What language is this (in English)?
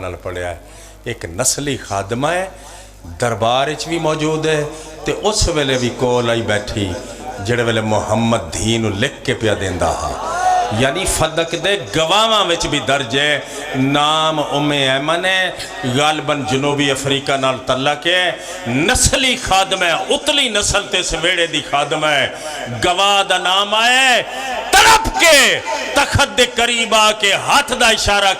Pahari-Potwari